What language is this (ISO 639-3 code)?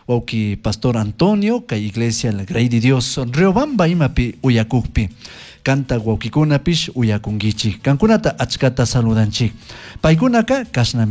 qug